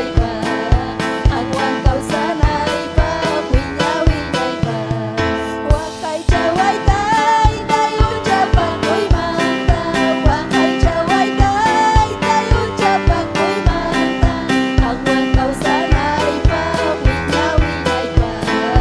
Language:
Ayacucho Quechua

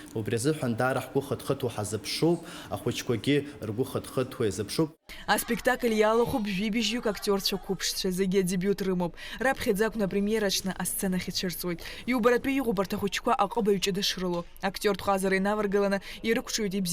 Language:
Abkhazian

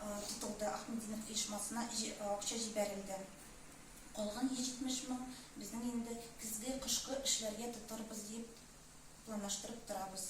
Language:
Tatar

